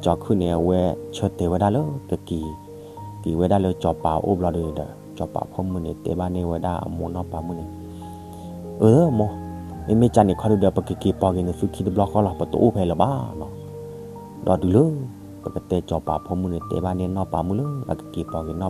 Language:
S'gaw Karen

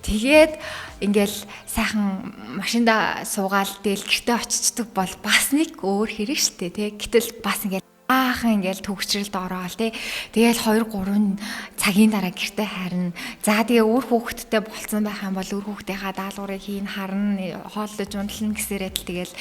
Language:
Mongolian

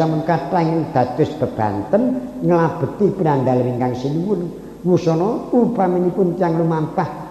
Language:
Javanese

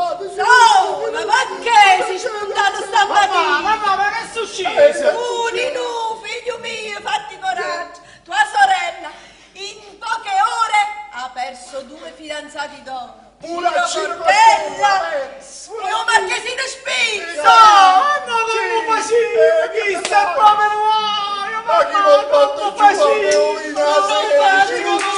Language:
Neapolitan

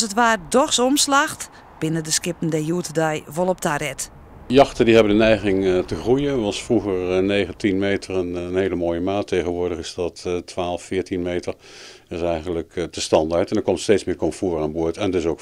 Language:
Western Frisian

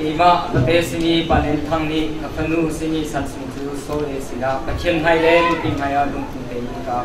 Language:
Hakha Chin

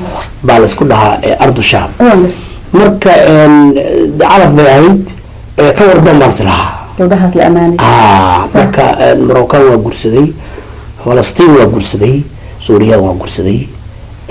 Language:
Somali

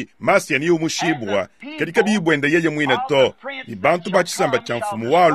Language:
Luba-Lulua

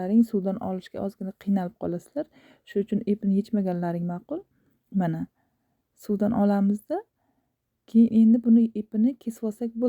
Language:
Uzbek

